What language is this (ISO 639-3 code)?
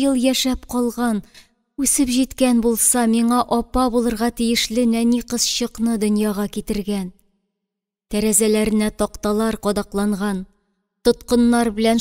tat